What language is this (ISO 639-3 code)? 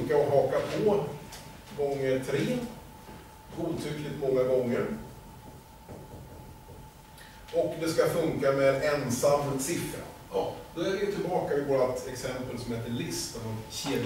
swe